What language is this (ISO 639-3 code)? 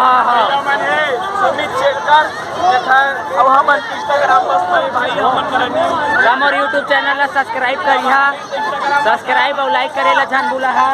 hne